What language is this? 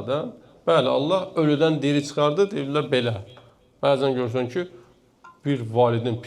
Azerbaijani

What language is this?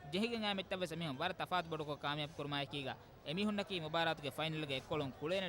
Divehi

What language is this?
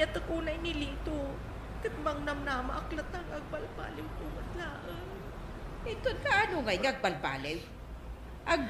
Iloko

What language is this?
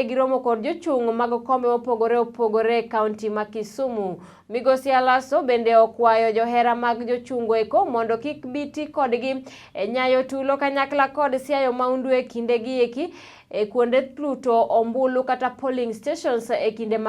Luo (Kenya and Tanzania)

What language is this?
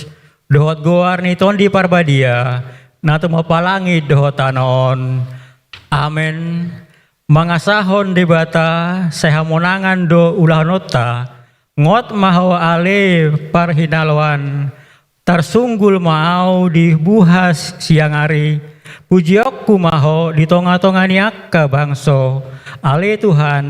Batak Toba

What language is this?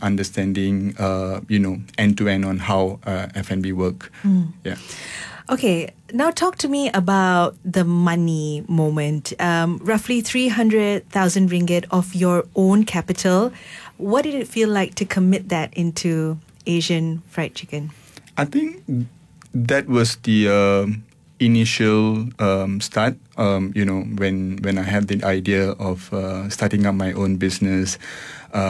English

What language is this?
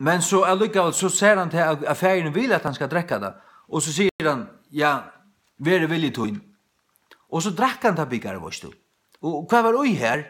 Faroese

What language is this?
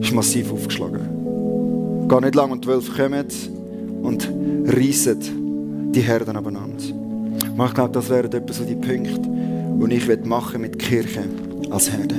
Swiss German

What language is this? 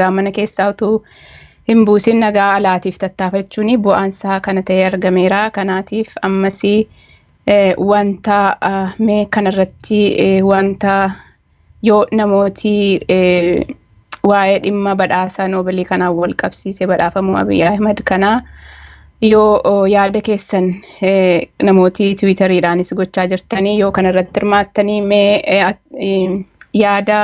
Oromo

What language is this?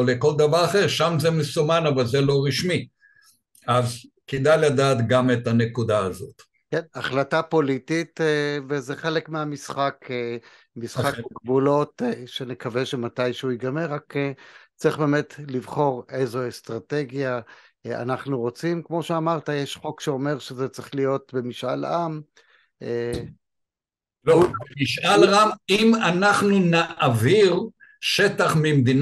Hebrew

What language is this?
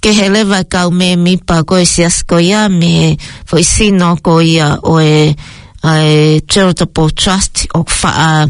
Tongan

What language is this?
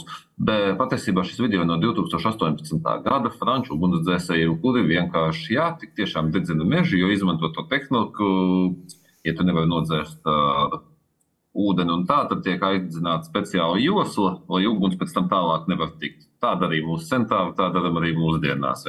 Latvian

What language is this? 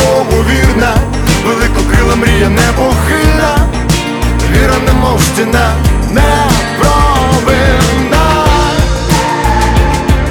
Ukrainian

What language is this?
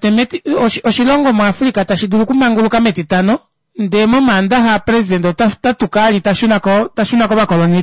Kuanyama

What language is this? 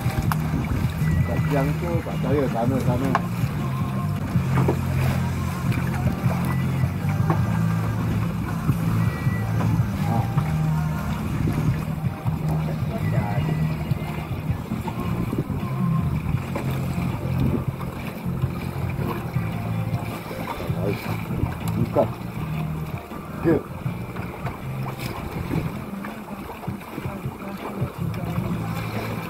Malay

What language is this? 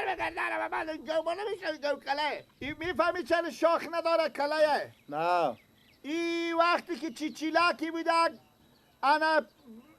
Persian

